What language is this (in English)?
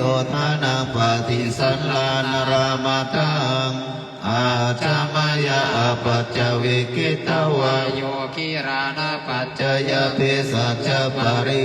Pali